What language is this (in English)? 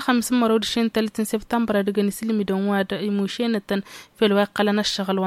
Tamasheq